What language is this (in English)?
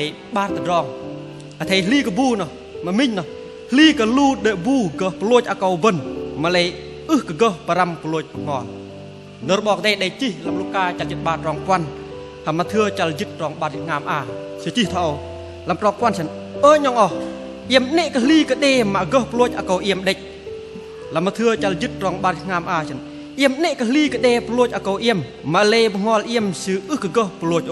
Bahnar